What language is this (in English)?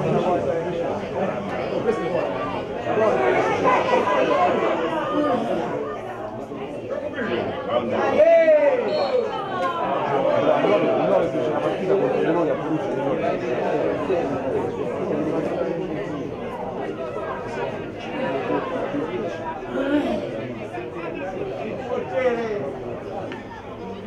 Italian